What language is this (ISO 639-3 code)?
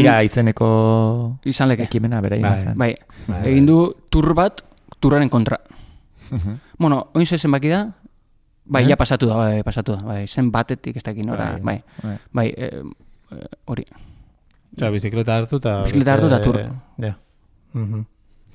eus